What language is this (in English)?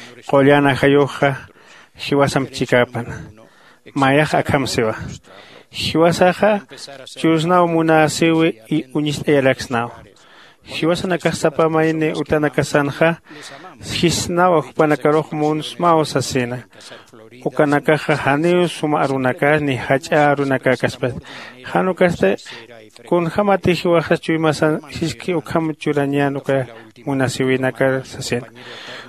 Aymara